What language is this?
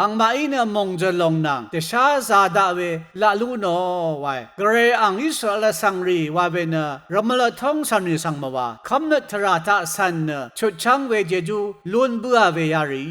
Rawang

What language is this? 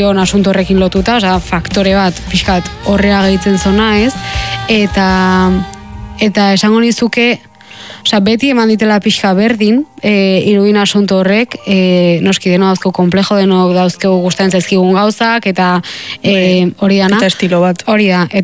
Basque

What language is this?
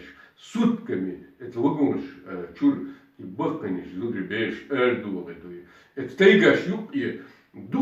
Chechen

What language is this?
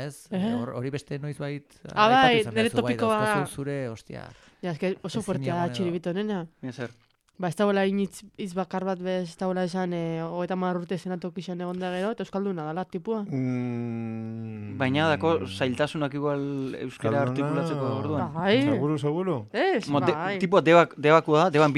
Basque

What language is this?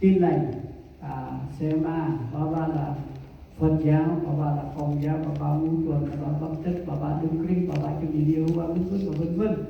Central Mnong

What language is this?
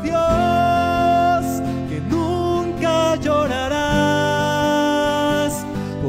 Spanish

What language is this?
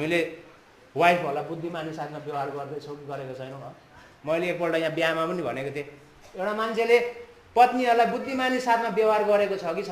Nepali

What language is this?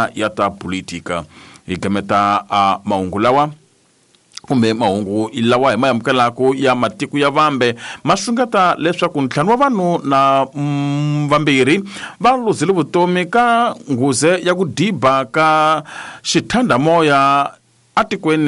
Tsonga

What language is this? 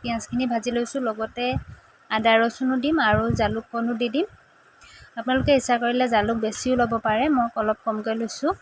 Assamese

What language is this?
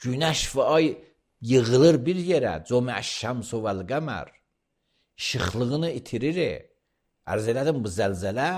Azerbaijani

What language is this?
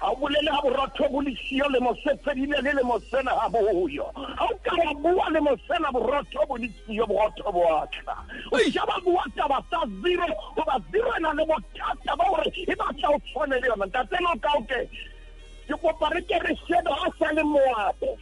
Southern Sotho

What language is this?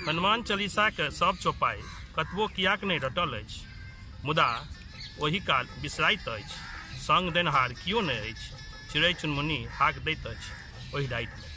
Maithili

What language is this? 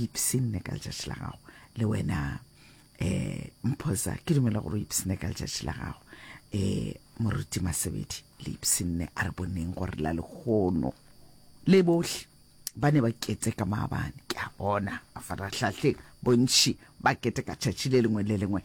Northern Sotho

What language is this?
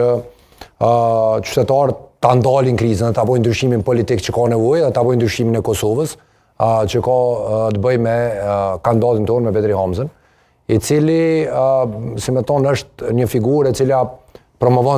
Albanian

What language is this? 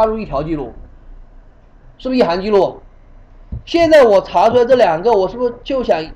Chinese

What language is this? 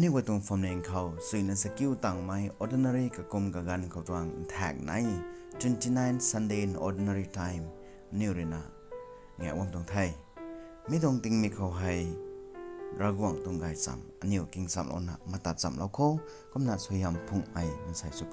Rongmei Naga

